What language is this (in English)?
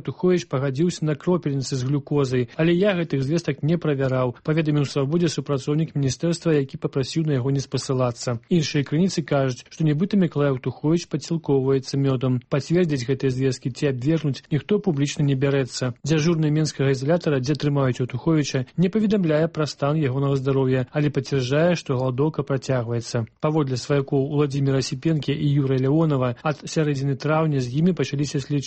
Belarusian